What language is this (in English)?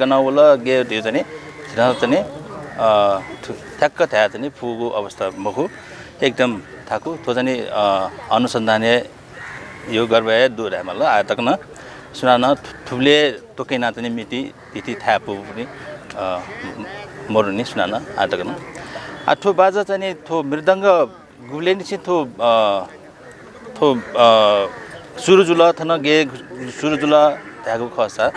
Newari